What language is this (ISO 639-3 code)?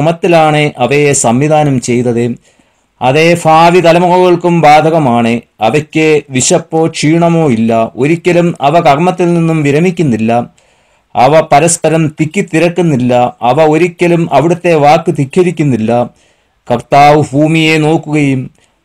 mal